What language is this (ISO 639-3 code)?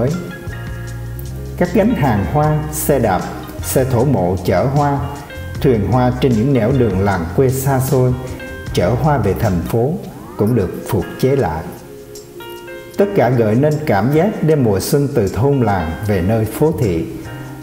vie